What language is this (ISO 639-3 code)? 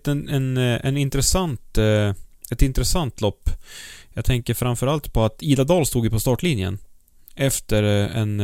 swe